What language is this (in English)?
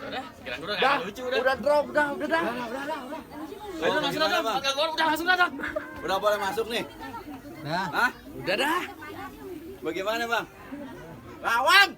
Betawi